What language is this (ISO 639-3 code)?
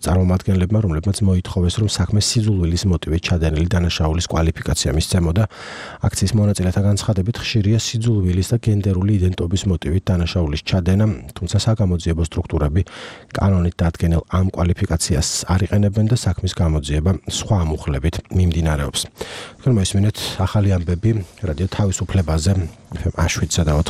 kat